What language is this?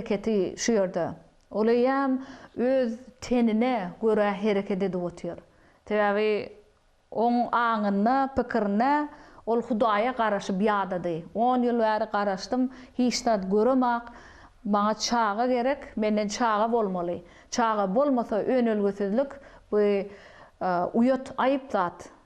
Turkmen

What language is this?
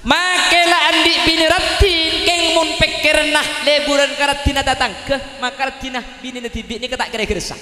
Madurese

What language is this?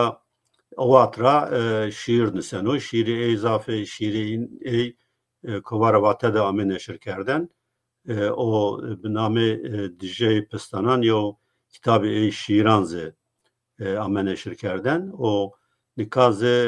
Zaza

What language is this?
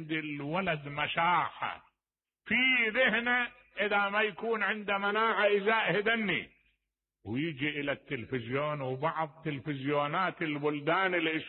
Mesopotamian Arabic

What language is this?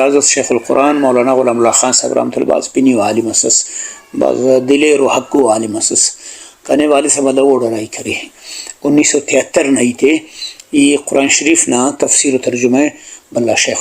Brahui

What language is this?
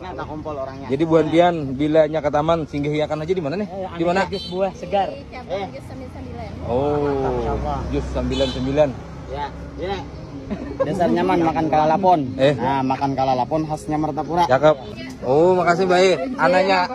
Banjar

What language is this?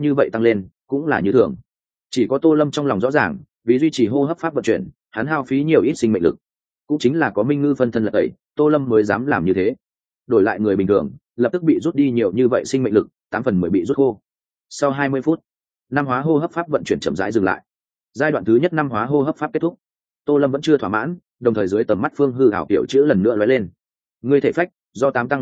Vietnamese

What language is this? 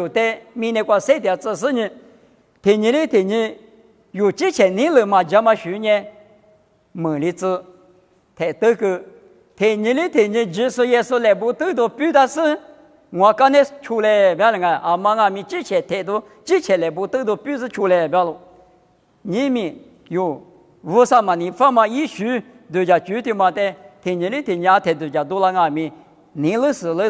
Lisu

